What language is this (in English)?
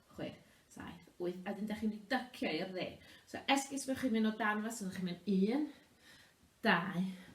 Welsh